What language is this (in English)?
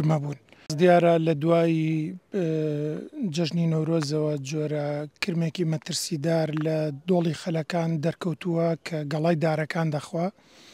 Central Kurdish